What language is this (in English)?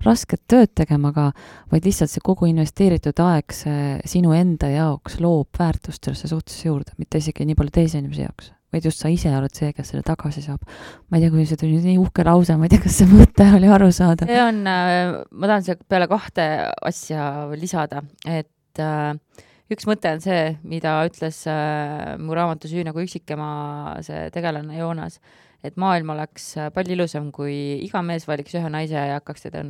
Estonian